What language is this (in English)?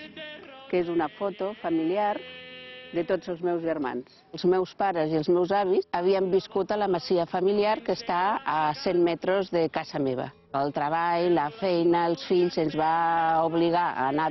Catalan